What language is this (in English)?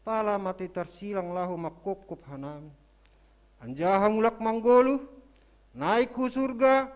Batak Simalungun